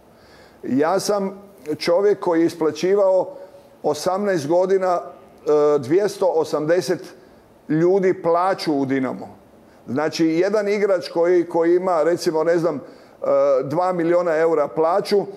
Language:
Croatian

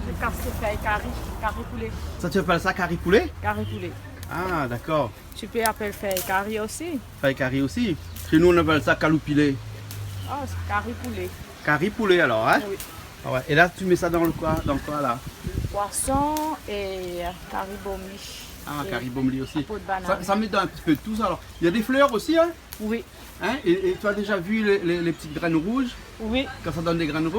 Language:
Réunion Creole French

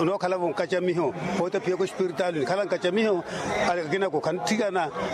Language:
Makhuwa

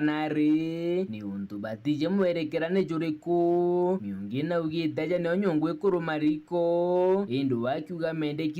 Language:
Meru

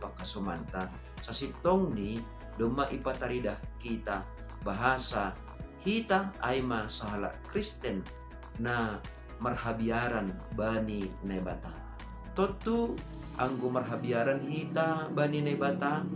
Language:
Batak Simalungun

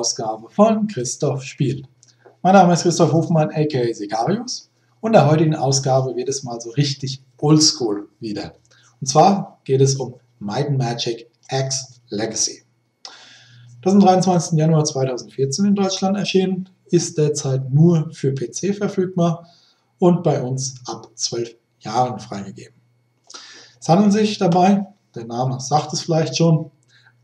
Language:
German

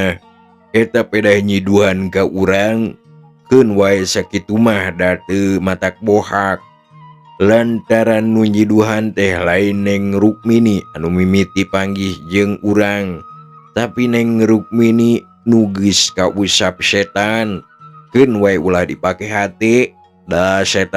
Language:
Sundanese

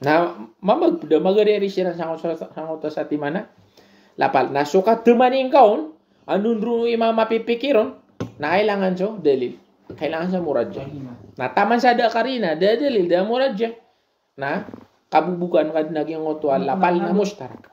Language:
Maranao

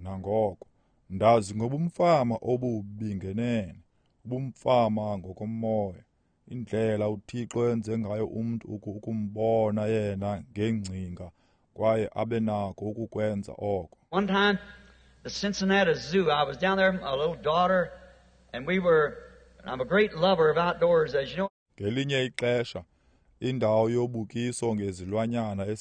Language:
Xhosa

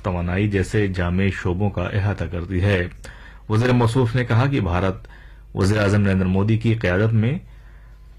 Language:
Urdu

